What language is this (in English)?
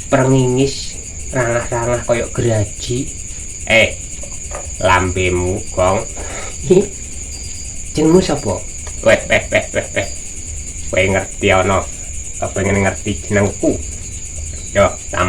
Javanese